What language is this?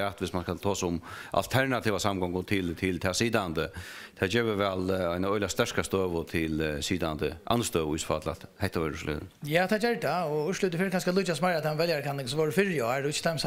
Faroese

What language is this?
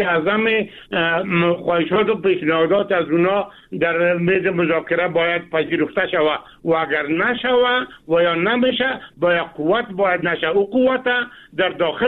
Persian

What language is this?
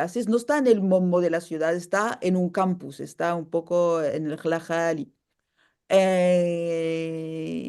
Ladino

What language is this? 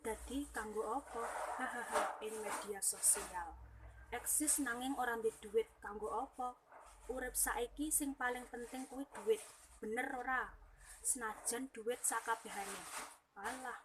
Javanese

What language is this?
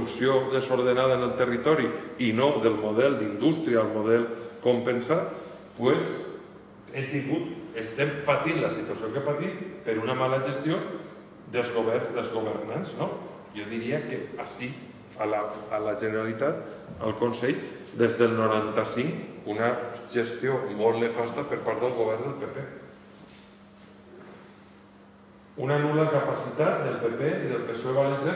Catalan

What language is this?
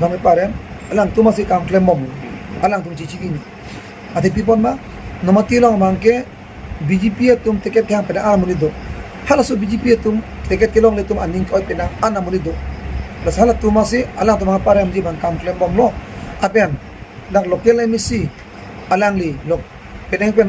Karbi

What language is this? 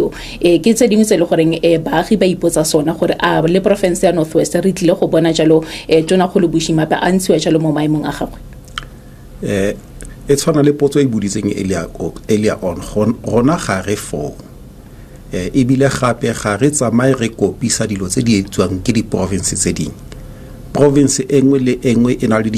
Tswana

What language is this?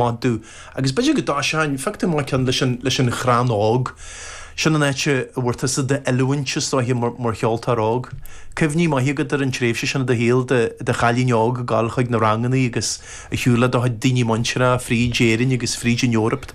Irish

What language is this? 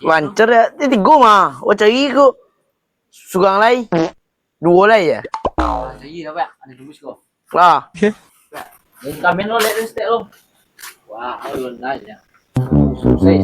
Minangkabau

